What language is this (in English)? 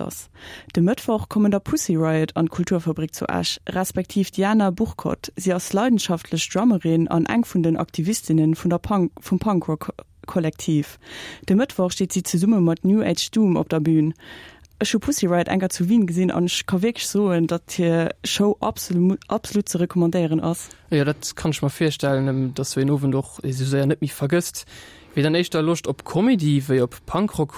Luxembourgish